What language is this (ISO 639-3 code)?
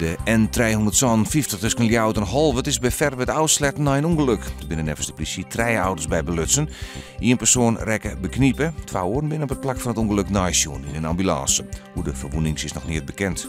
fry